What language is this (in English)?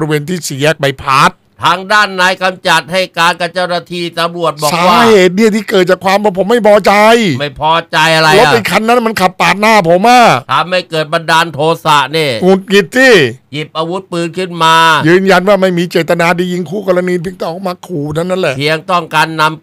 Thai